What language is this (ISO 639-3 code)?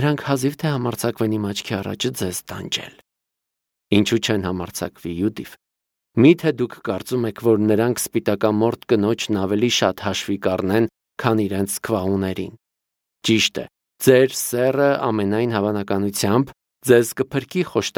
hye